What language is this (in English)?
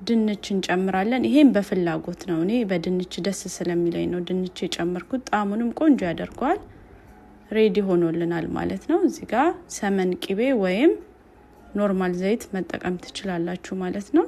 Amharic